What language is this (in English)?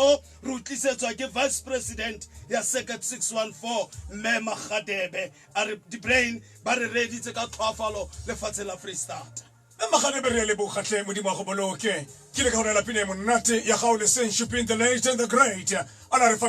Tswana